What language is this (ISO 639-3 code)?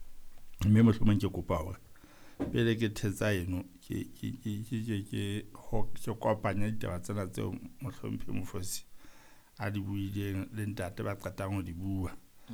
sot